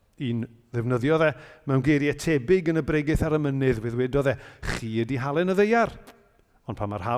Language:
Welsh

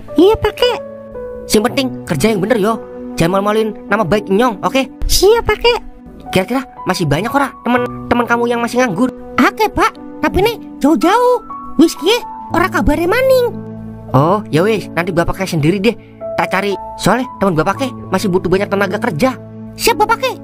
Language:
Betawi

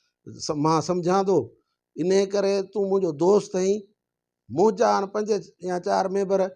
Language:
Sindhi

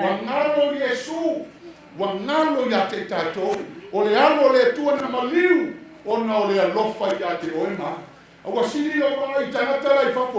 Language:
Samoan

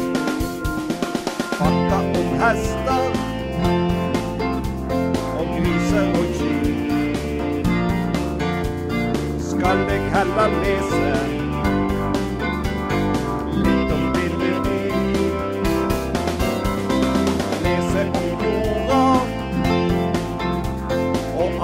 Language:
Norwegian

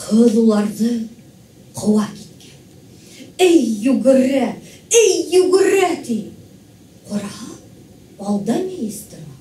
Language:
Bashkir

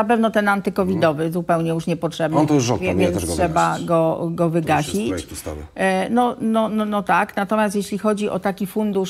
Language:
Polish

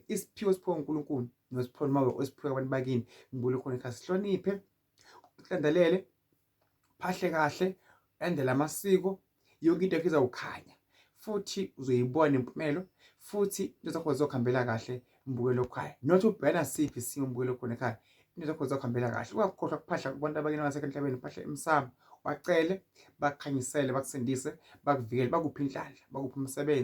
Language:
Zulu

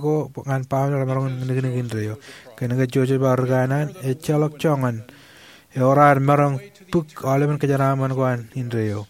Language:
Marshallese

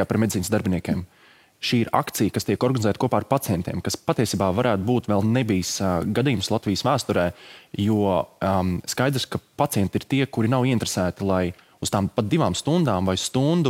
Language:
Latvian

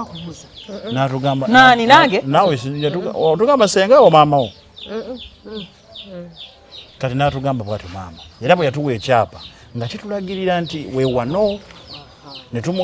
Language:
Ganda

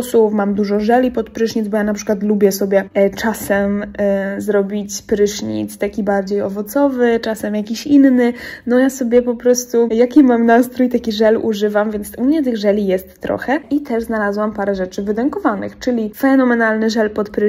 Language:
Polish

